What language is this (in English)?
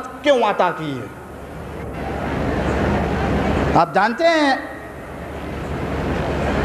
Urdu